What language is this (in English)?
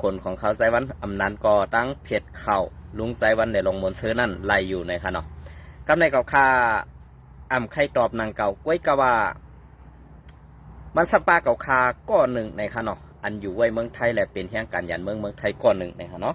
Shan